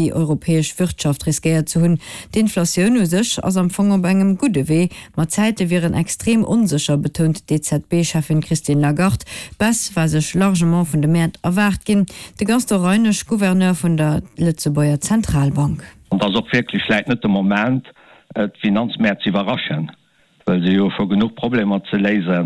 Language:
Luxembourgish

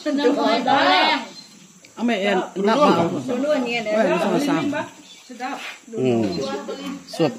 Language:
Iban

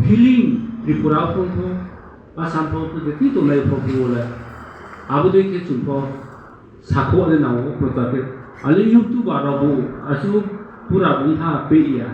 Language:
Riang (India)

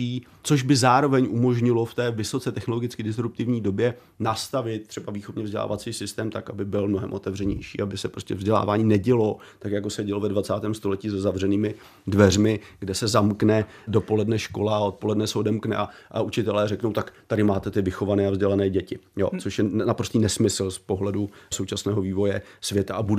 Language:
Czech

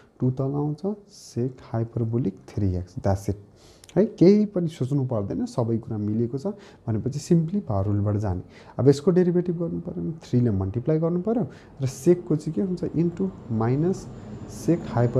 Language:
Nepali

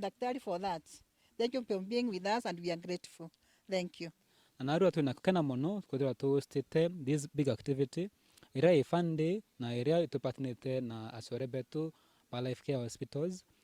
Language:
Meru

